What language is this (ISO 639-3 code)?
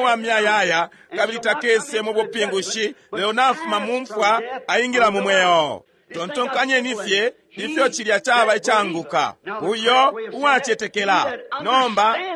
bem